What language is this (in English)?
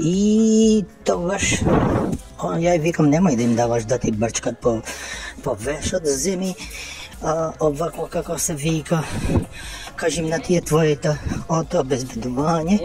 Macedonian